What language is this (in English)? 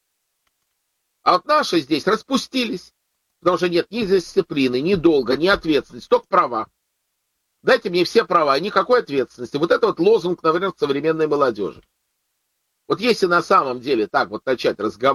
Russian